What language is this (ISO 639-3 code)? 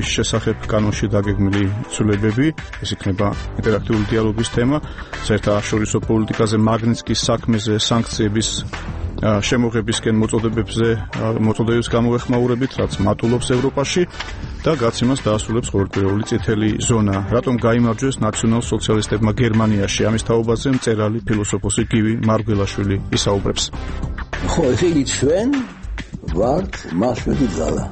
kat